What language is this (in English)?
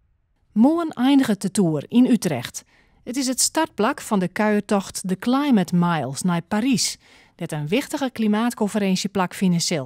Western Frisian